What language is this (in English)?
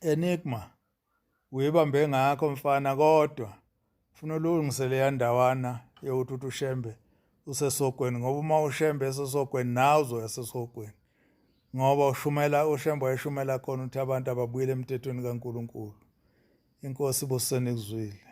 Zulu